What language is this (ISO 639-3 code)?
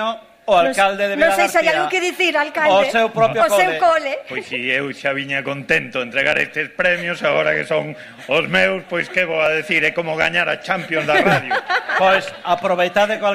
glg